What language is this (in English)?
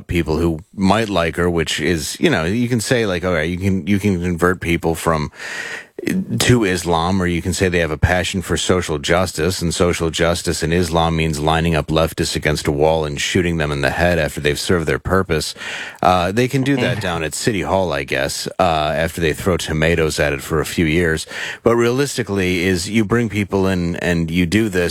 English